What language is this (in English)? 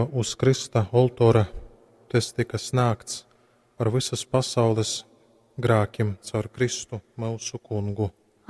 Latgalian